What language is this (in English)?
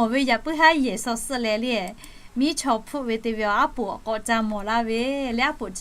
Lahu